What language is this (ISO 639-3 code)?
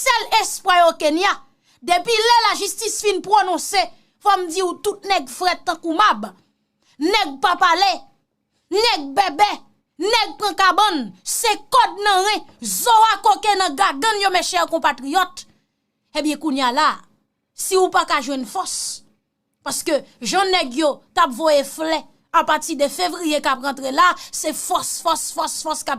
hat